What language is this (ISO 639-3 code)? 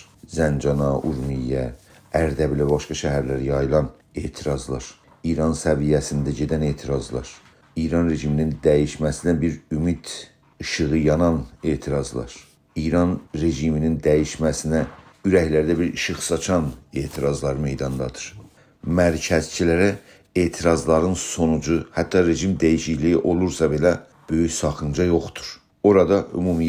azb